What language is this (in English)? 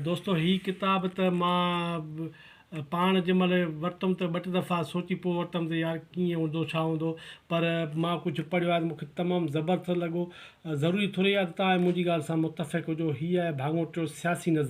Sindhi